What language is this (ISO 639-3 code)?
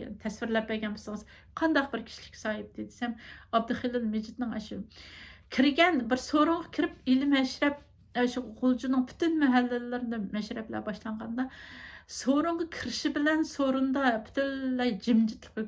uig